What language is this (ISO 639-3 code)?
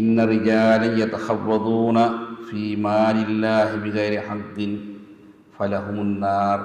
div